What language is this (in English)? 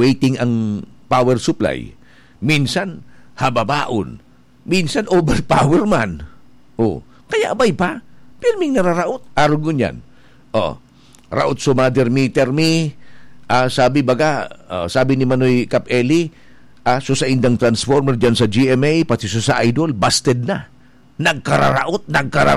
Bikol